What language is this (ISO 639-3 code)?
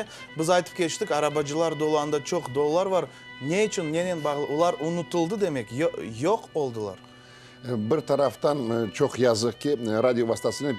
crh